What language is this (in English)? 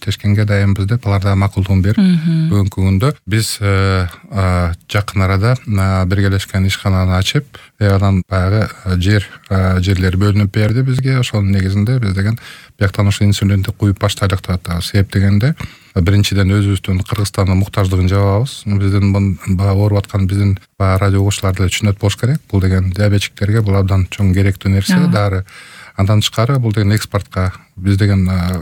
Kyrgyz